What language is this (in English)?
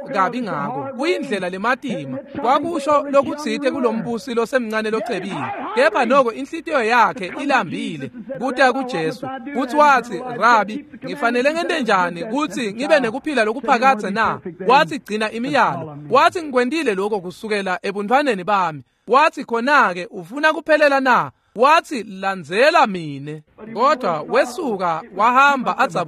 Swati